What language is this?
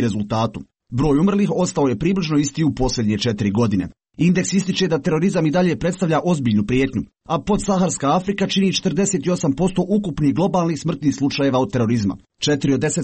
Croatian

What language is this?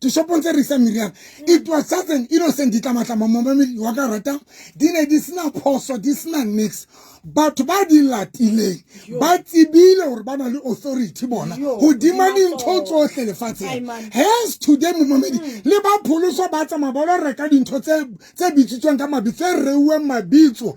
Southern Sotho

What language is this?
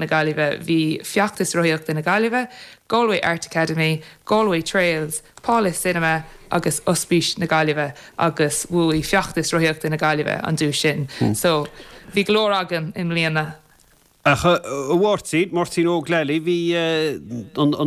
Irish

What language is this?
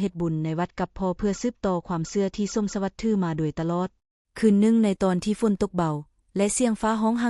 Lao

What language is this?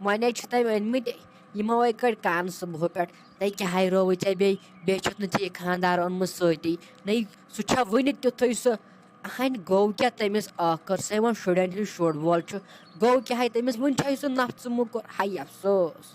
Kashmiri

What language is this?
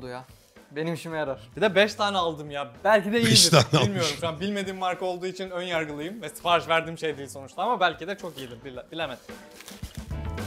Turkish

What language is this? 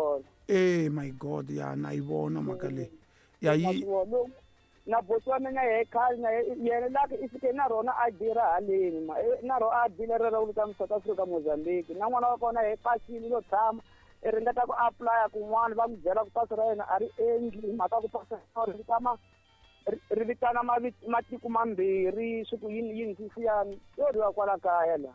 Tsonga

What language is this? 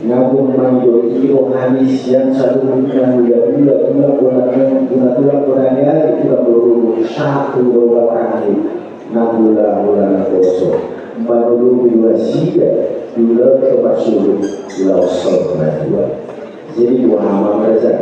Batak Toba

